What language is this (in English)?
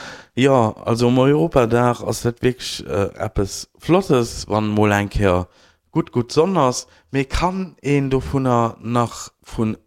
Luxembourgish